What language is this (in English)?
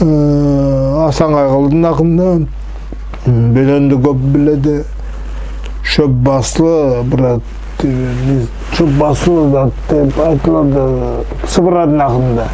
Nogai